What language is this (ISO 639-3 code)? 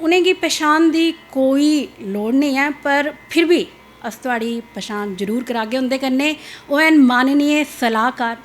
doi